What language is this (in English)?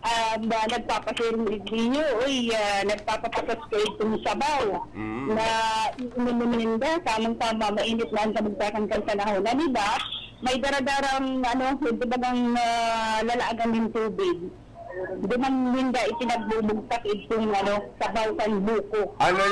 Bikol